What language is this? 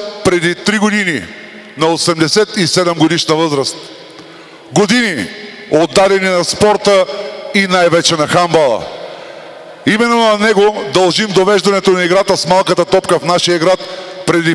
Bulgarian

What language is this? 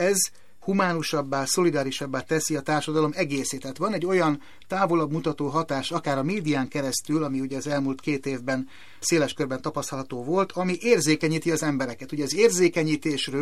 Hungarian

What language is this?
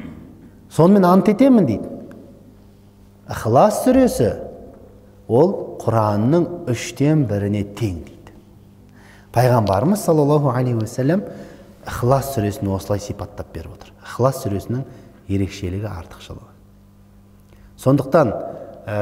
Kazakh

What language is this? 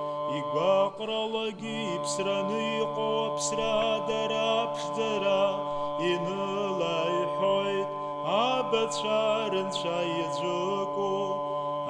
Abkhazian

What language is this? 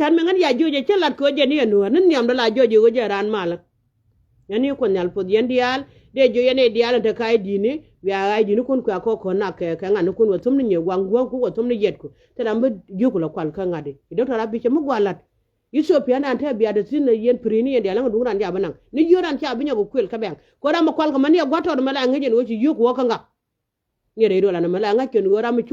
Nuer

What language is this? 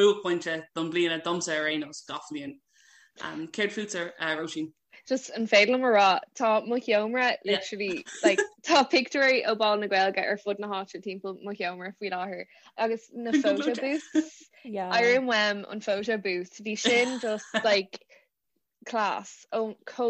Irish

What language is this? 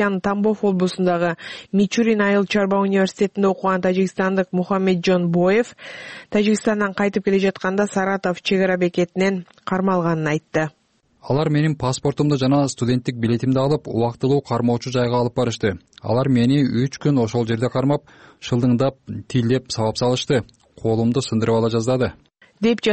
Kyrgyz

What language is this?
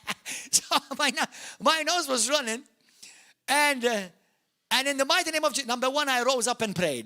English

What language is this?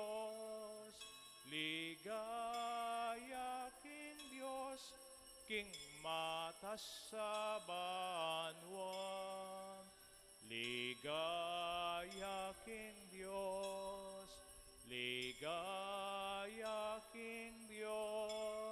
Pampanga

